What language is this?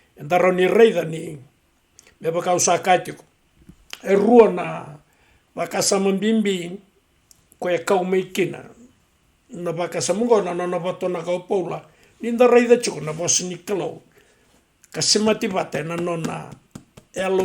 Fijian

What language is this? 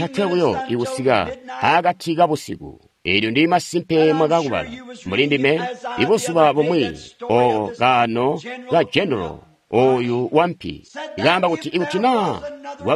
Tonga (Zambia)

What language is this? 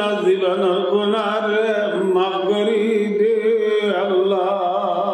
Rohingya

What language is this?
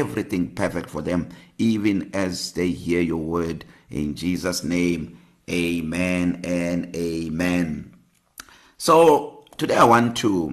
English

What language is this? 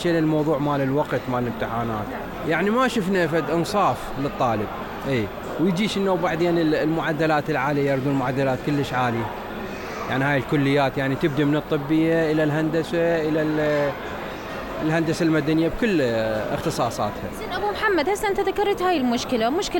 Mesopotamian Arabic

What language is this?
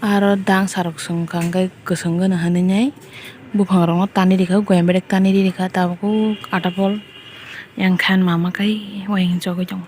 Kok Borok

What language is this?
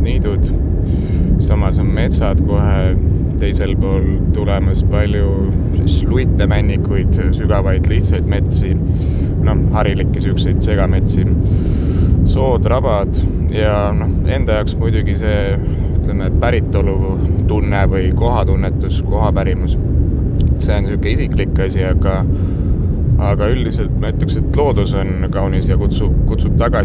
Estonian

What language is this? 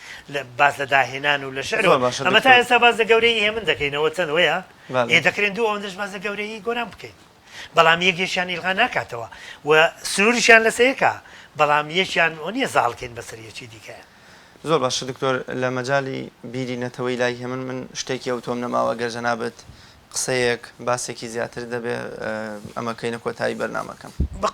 Central Kurdish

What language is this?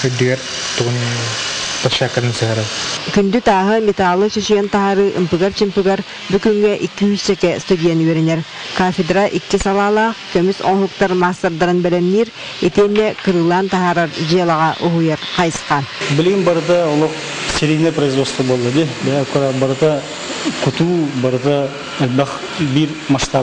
Yakut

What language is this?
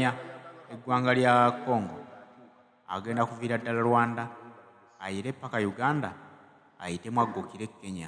Ganda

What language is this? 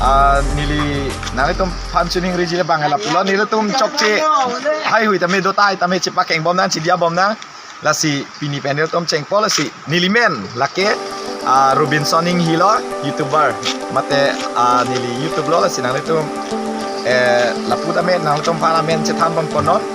Karbi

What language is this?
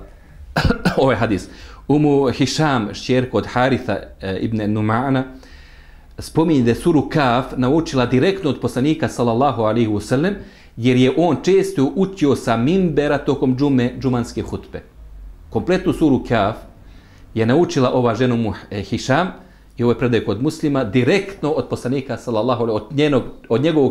Bosnian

